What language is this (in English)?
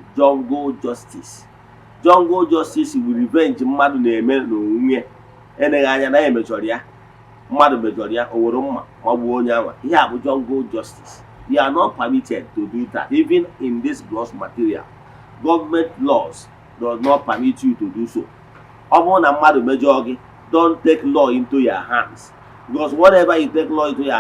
Igbo